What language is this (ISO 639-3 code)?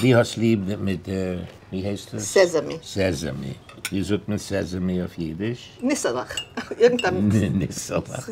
yid